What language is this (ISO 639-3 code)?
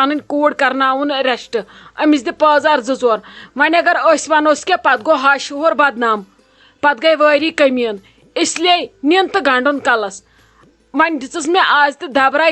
kas